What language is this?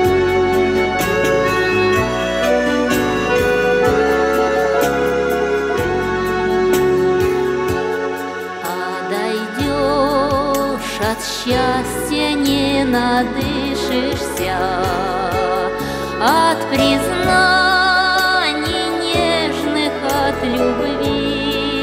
Russian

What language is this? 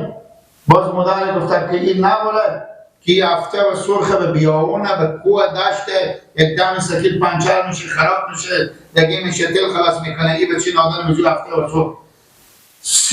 Persian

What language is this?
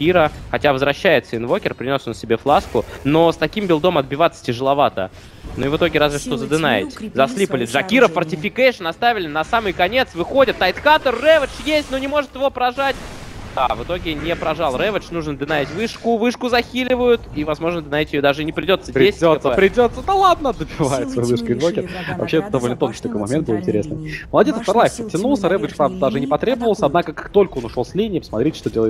Russian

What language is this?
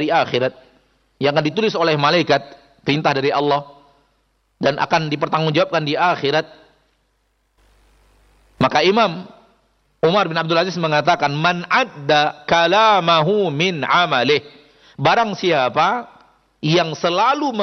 Indonesian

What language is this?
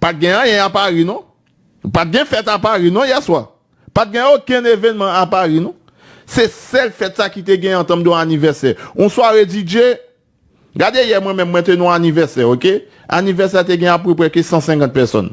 Haitian Creole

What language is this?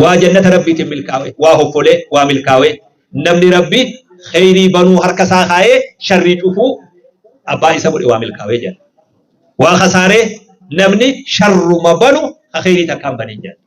Oromo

